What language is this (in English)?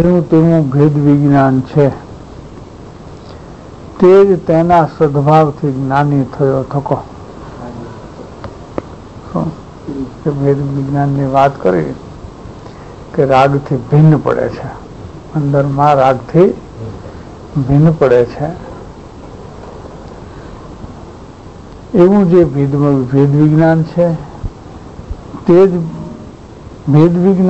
Gujarati